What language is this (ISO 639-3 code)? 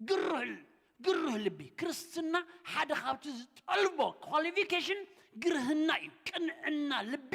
tir